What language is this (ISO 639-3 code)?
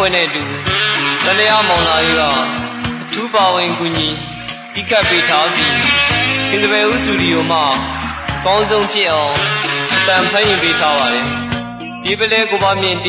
mya